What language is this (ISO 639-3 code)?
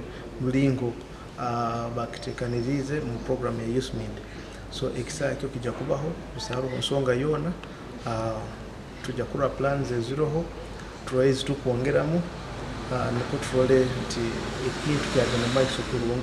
nyo